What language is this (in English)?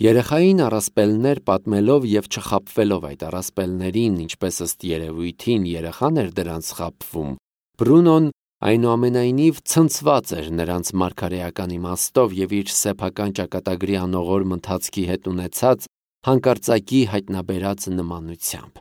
Armenian